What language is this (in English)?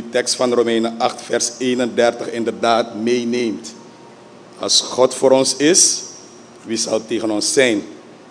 Dutch